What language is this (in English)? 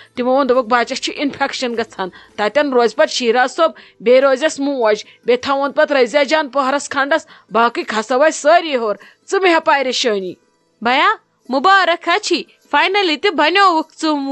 Kashmiri